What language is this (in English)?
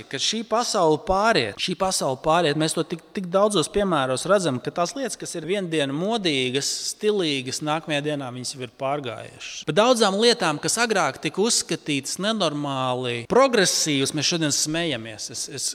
Latvian